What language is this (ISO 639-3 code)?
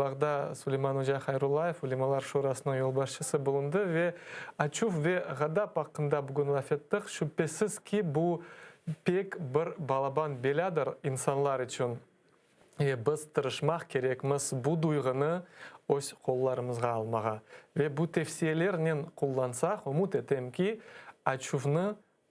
crh